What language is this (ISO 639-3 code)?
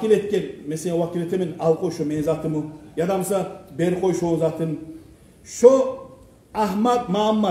kum